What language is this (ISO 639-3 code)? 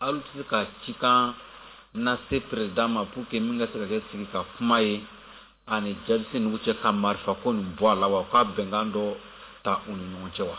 bam